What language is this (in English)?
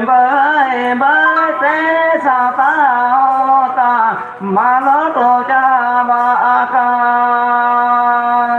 Santali